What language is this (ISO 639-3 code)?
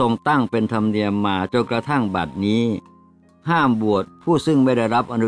tha